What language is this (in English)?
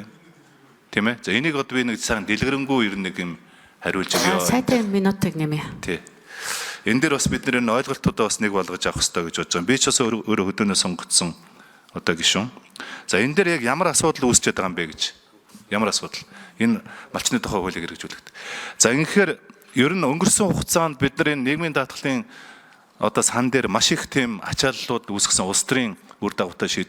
Mongolian